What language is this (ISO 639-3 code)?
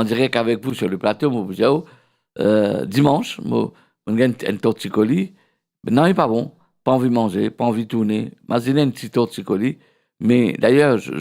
mfe